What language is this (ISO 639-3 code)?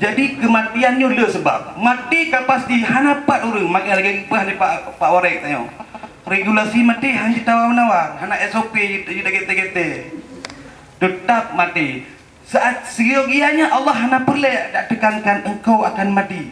ace